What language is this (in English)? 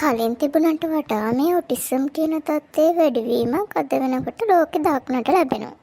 Sinhala